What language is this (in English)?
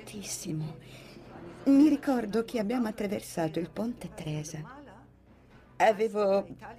Italian